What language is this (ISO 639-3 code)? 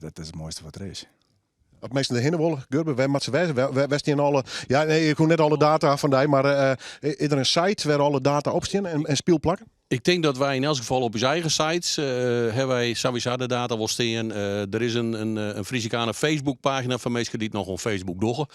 fry